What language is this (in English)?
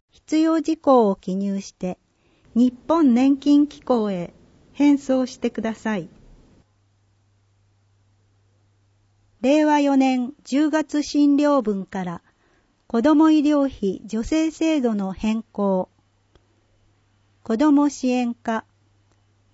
Japanese